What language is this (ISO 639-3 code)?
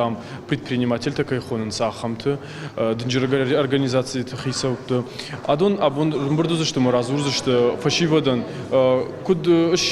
oss